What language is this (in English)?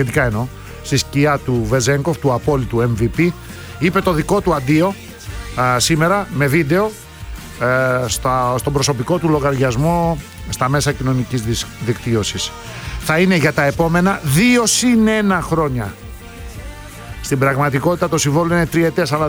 Greek